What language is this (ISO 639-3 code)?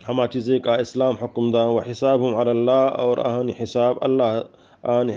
bgp